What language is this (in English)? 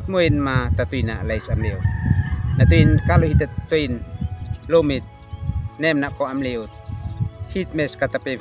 Uab Meto